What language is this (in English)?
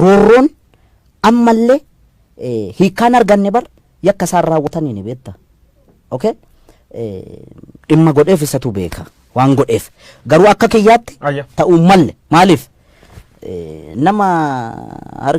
Oromo